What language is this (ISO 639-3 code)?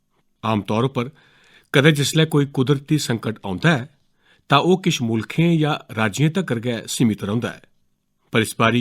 doi